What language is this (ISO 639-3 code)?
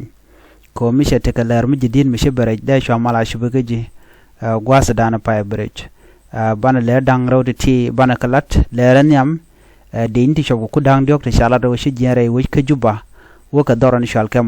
nus